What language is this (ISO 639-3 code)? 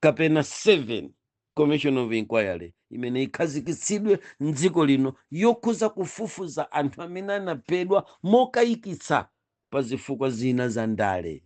nya